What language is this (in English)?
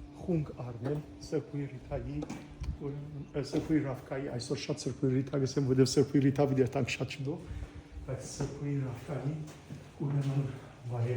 Western Armenian